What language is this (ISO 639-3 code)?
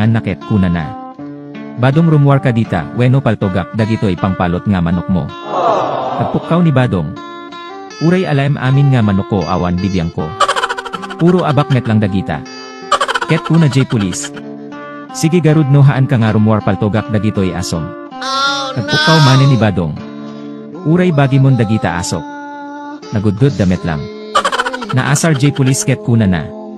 ilo